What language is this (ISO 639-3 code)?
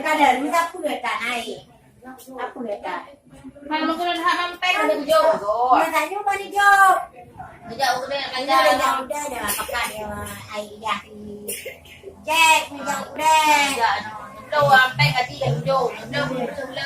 ace